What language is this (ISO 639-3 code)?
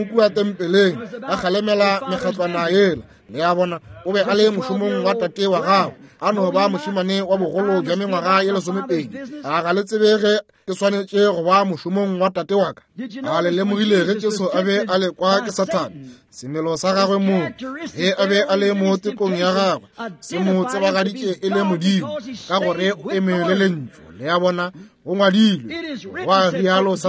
nso